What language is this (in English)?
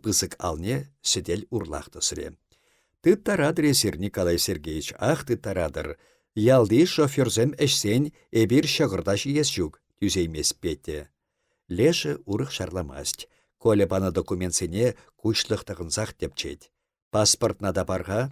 Chuvash